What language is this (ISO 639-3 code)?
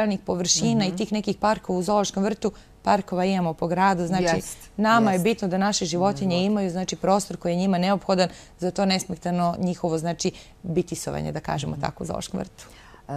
srp